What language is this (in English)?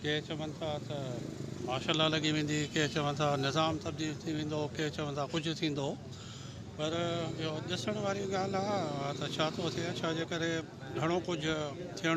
Sindhi